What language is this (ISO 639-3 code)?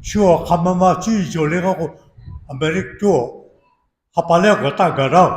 lhu